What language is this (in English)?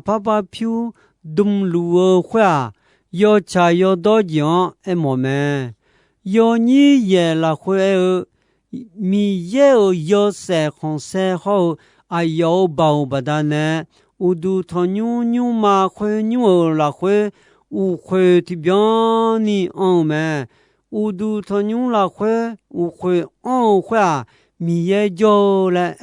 Akha